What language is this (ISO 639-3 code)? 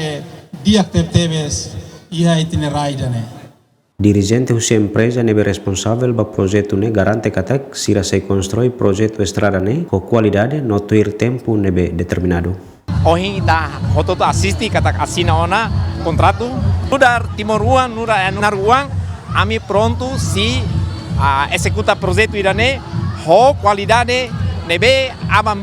tet